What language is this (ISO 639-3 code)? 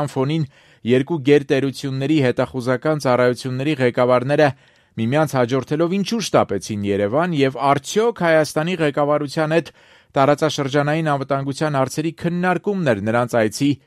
hye